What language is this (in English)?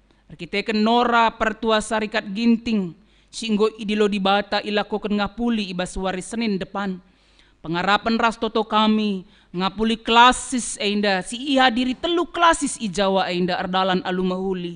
Batak Karo